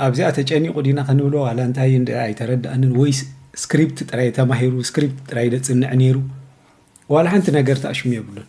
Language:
Tigrinya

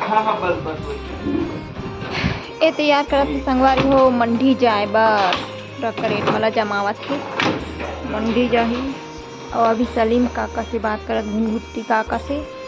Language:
Chhattisgarhi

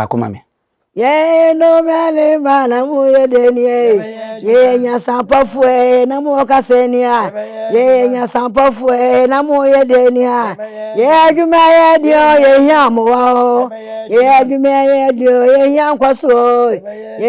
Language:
Akan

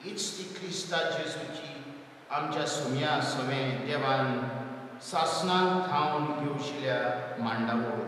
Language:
Konkani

